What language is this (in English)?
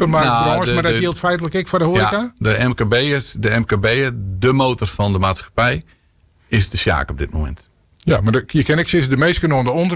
Western Frisian